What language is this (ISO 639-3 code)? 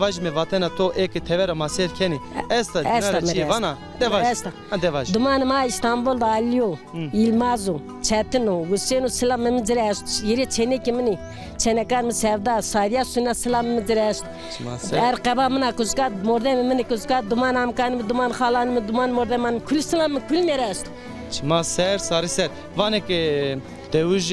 zza